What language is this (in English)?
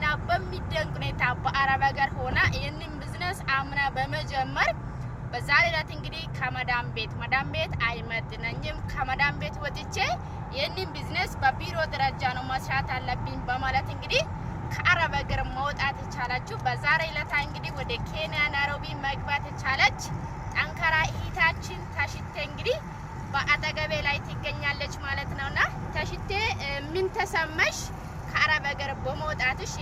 Amharic